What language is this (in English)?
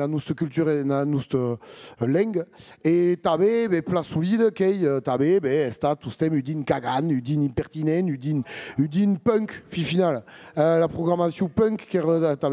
Occitan